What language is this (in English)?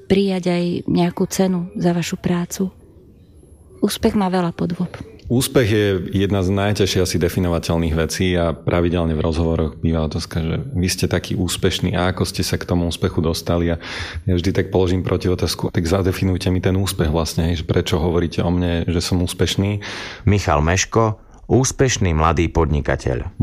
Slovak